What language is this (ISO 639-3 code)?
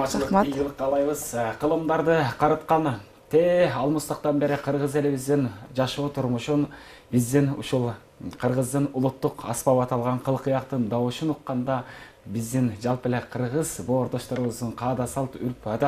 kir